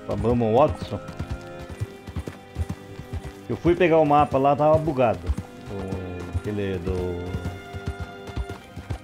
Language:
Portuguese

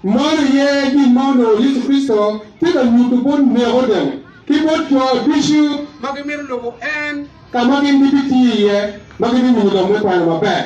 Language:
Acoli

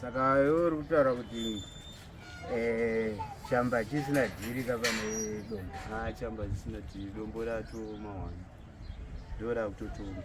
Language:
Shona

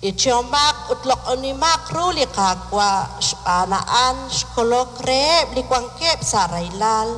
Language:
Kekchí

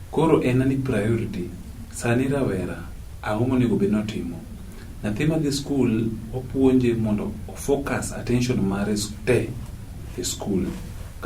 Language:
Luo (Kenya and Tanzania)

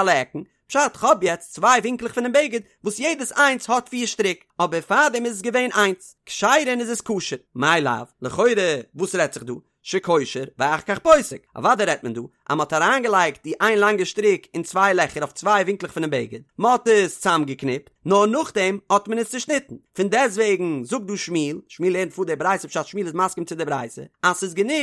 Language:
Yiddish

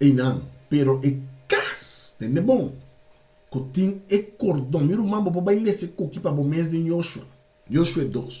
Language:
Papiamento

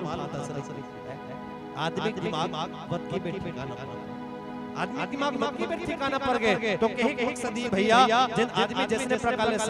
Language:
Chhattisgarhi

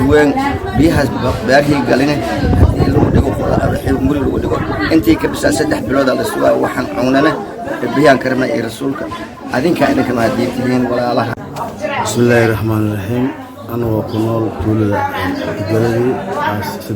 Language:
Somali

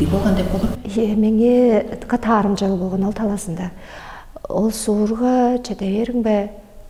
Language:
Tuvinian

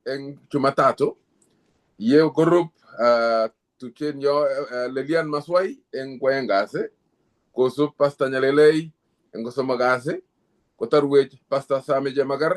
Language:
Kalenjin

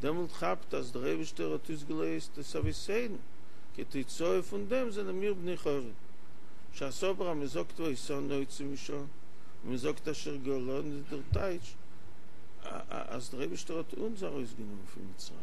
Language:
Yiddish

